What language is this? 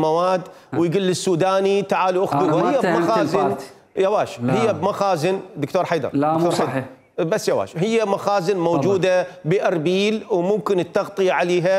Mesopotamian Arabic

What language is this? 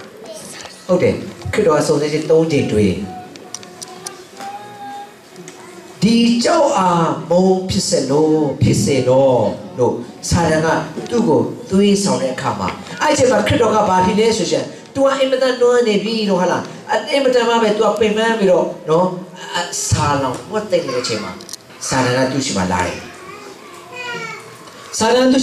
Burmese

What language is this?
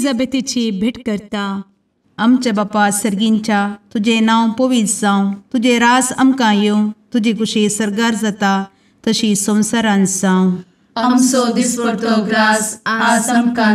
Konkani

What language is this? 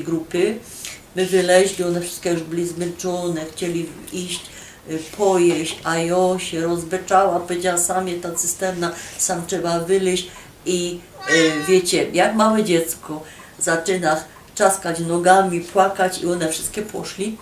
Silesian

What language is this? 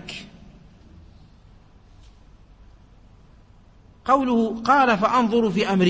Arabic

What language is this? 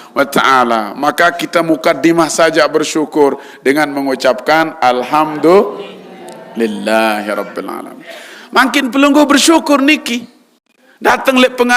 Sasak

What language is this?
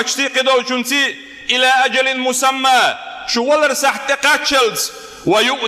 Chechen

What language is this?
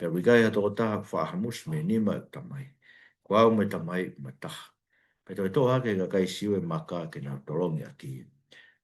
Tongan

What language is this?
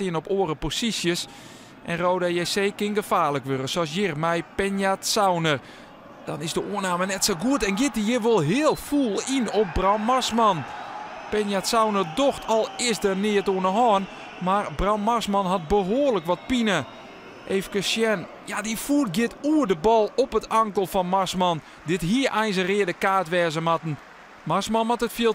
Western Frisian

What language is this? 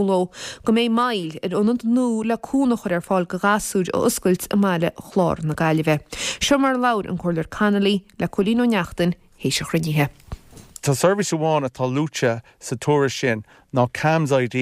Irish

